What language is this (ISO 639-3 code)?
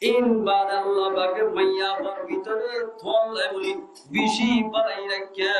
rhg